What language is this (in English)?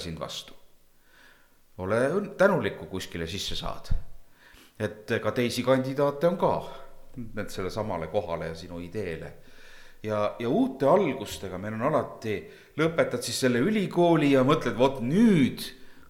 Estonian